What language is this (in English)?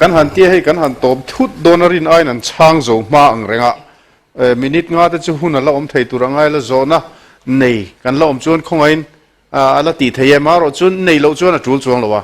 Mizo